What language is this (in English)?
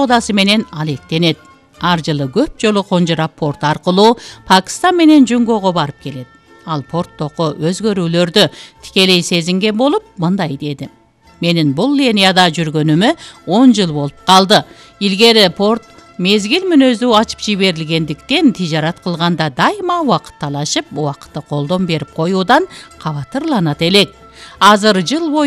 Kyrgyz